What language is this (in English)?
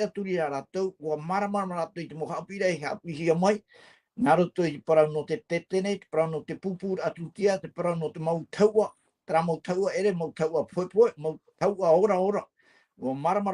Tahitian